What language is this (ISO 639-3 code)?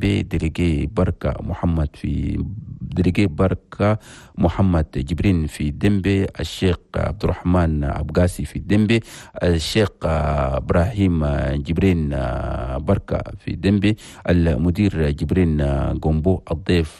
shu